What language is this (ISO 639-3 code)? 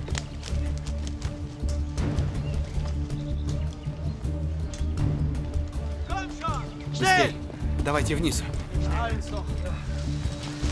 rus